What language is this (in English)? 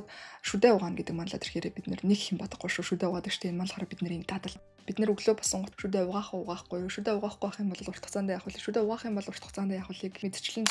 Mongolian